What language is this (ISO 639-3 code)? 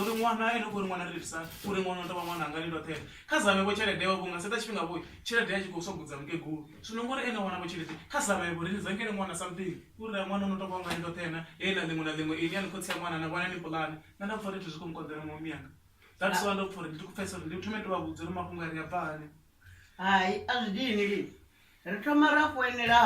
ven